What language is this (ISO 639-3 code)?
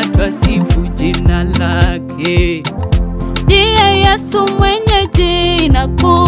swa